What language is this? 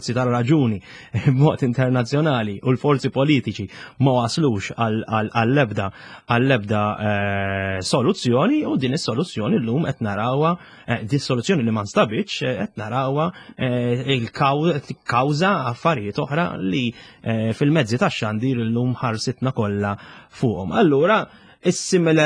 Maltese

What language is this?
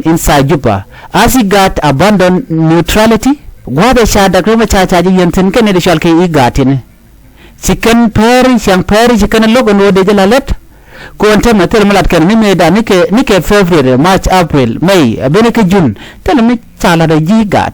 Nuer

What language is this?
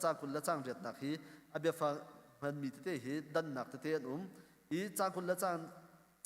Hakha Chin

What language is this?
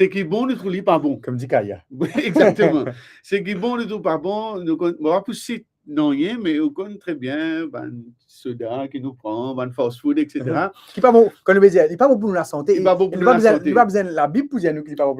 Morisyen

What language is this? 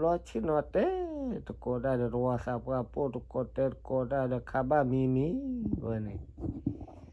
S'gaw Karen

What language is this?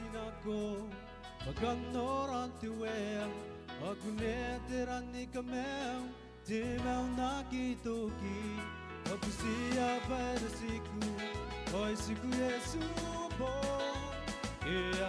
Gilbertese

